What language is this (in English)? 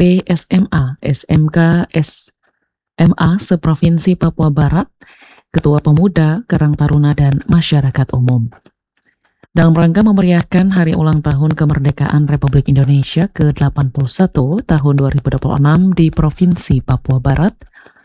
Indonesian